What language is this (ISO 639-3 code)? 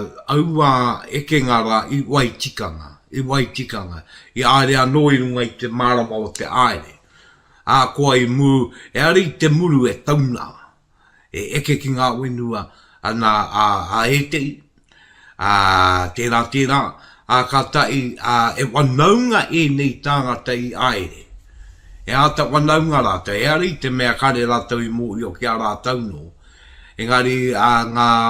mri